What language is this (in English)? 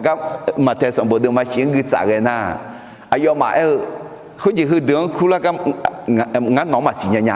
Akha